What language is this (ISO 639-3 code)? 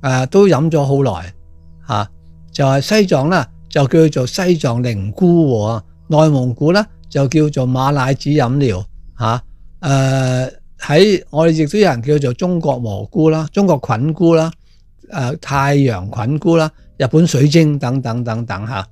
yue